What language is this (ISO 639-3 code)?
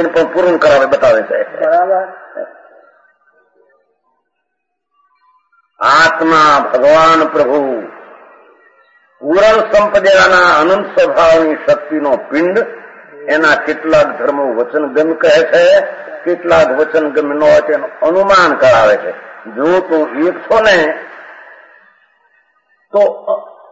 guj